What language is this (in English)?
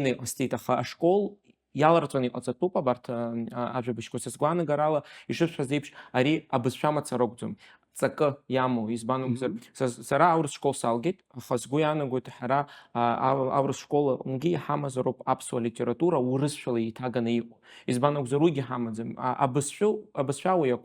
Abkhazian